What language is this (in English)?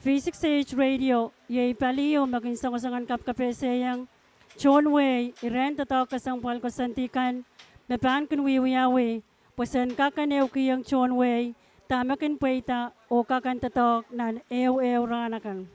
Pohnpeian